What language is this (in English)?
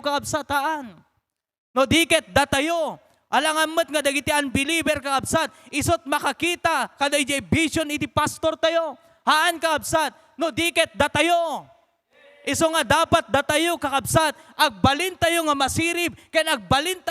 Iloko